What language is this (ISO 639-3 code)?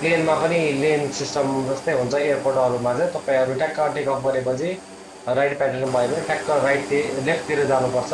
nep